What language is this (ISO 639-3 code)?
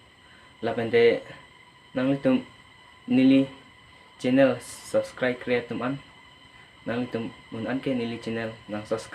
mjw